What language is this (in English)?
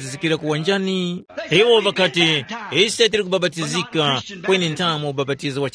Tumbuka